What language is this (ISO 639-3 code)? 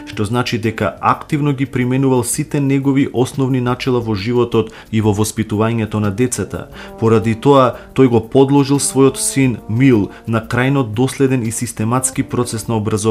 mkd